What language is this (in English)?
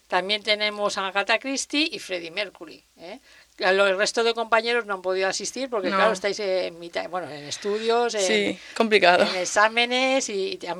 Spanish